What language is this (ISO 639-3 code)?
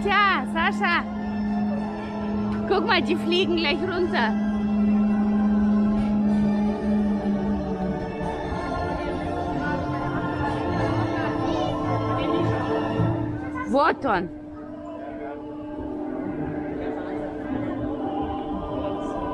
deu